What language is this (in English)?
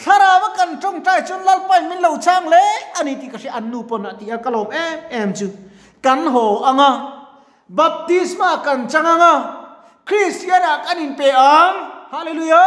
Mizo